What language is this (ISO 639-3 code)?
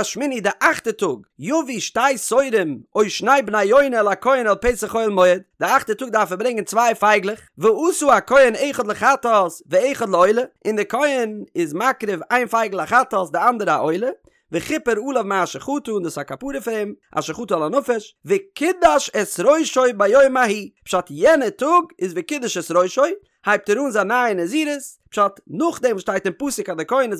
yid